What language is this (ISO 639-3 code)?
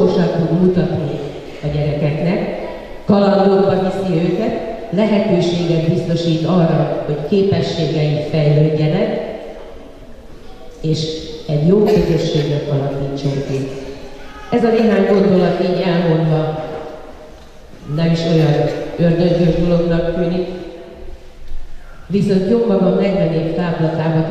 hun